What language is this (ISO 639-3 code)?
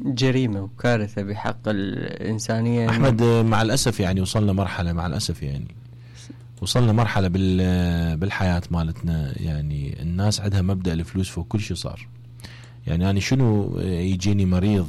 acm